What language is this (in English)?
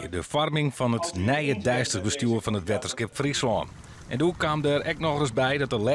Western Frisian